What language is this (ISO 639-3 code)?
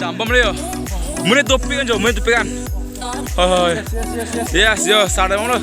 mjw